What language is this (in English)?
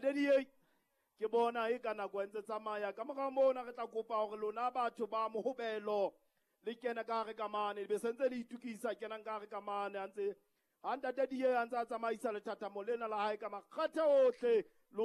Southern Sotho